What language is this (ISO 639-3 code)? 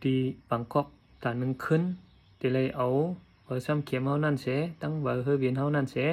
shn